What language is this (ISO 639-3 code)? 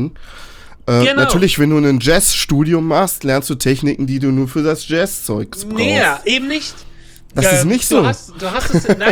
deu